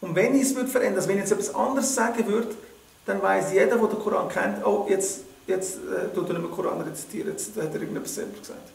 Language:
Swiss German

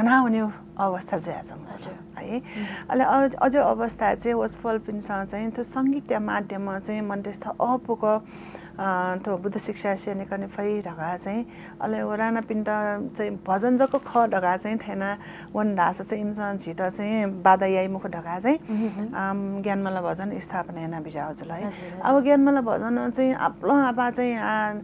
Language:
Newari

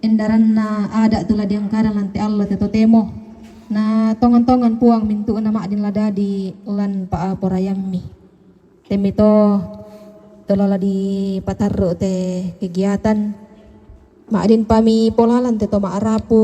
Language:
Toraja-Sa'dan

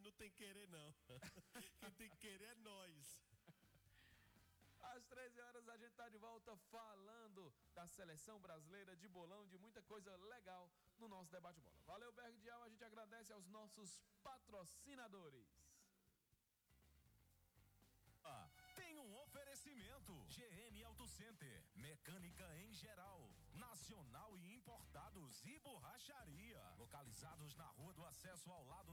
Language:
Portuguese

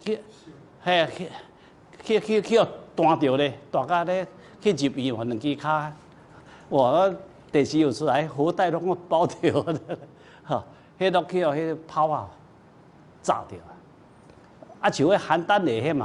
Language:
Min Nan Chinese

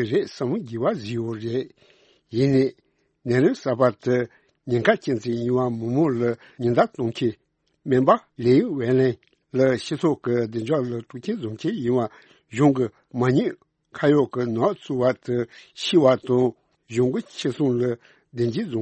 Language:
Tibetan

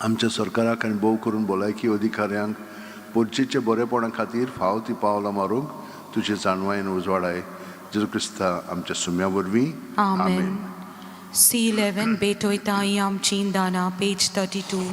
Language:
Konkani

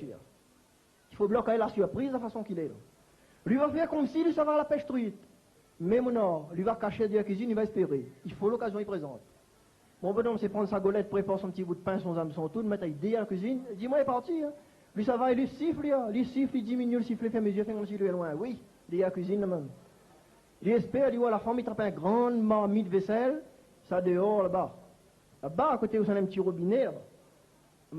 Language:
Réunion Creole French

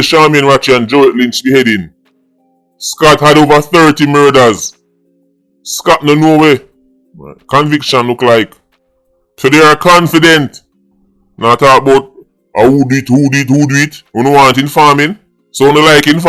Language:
Jamaican Creole English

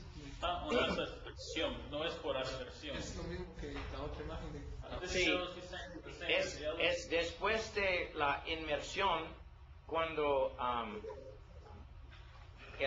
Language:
Spanish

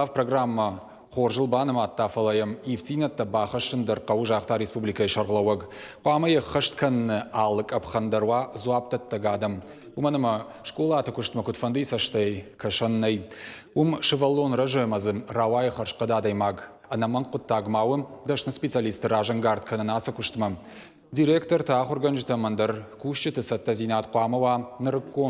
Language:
Ossetic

